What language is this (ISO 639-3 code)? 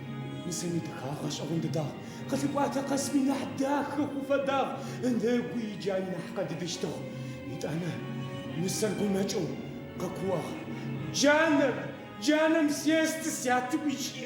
ady